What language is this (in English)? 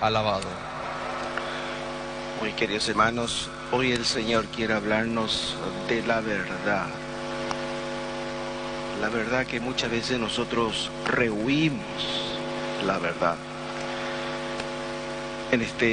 Spanish